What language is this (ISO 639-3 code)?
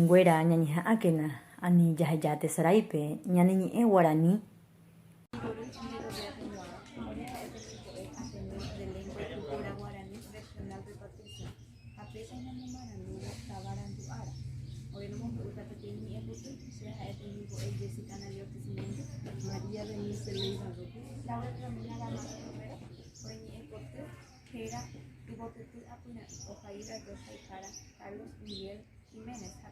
grn